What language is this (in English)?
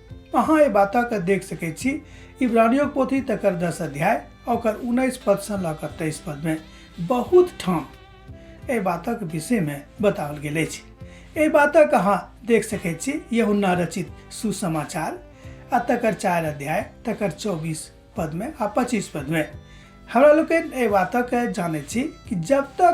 Maithili